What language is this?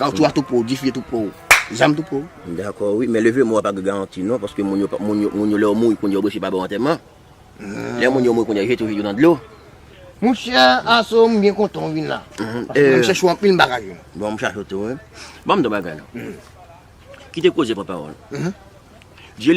Haitian Creole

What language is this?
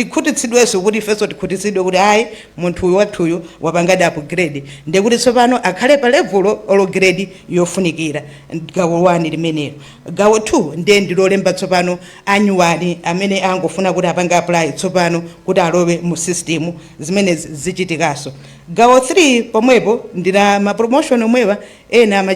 Nyanja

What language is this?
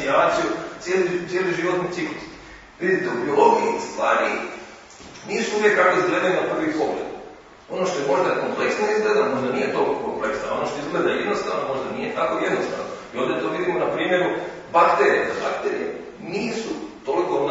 Croatian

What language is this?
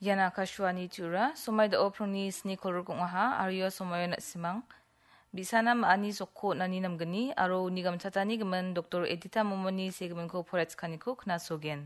Garo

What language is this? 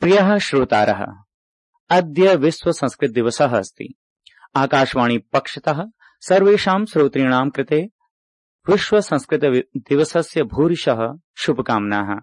Sanskrit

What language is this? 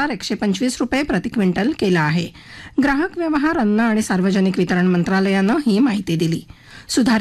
Marathi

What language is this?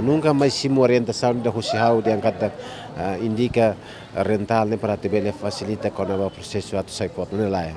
Tetum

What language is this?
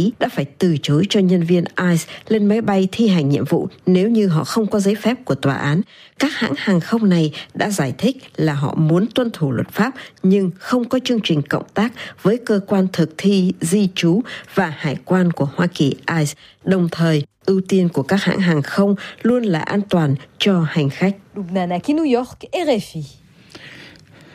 Vietnamese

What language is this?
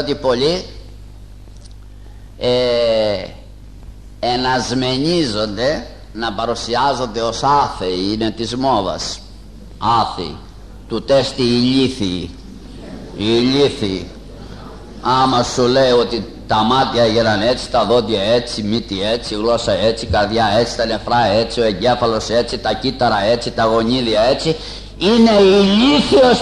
Greek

